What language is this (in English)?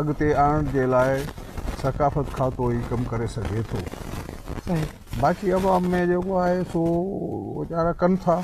Sindhi